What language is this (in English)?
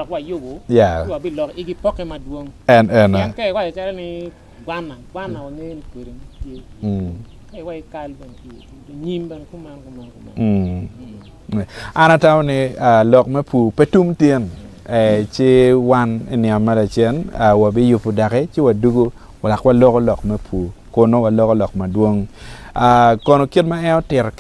Acoli